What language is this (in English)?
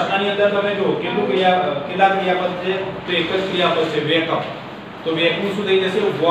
Gujarati